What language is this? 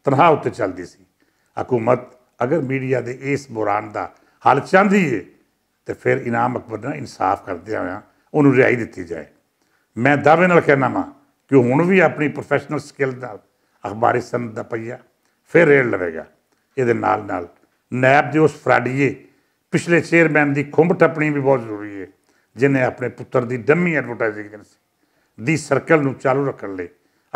Western Panjabi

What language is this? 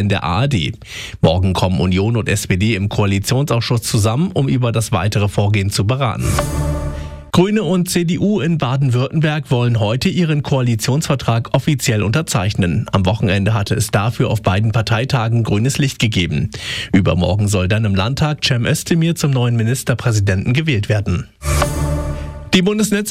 German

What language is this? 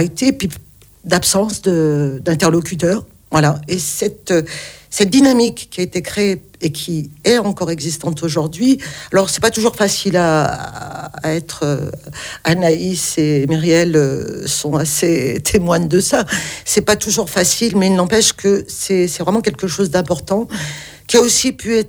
French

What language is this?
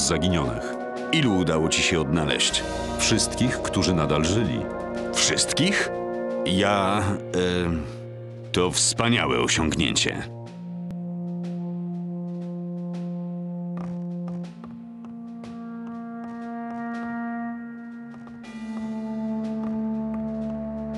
Polish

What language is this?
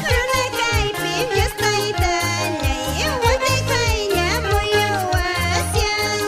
Quechua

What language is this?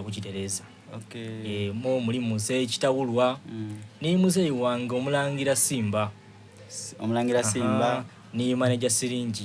Soga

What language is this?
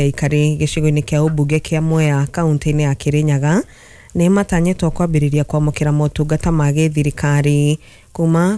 Kikuyu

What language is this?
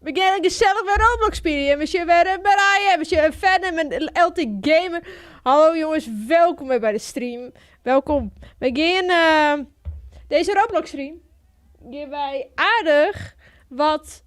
Western Frisian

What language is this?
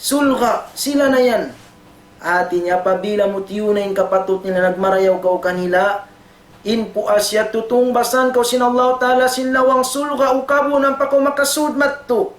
Tausug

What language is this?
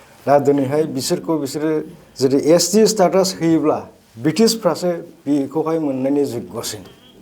Bodo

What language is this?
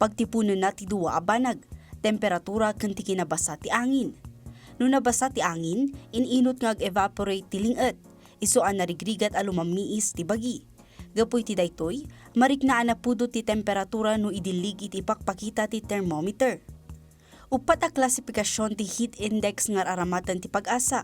Iloko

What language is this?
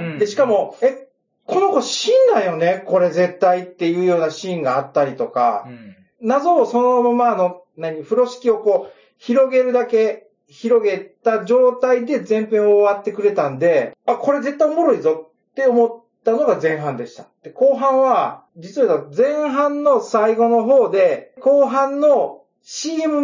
Japanese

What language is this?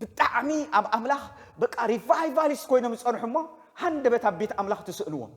Tigrinya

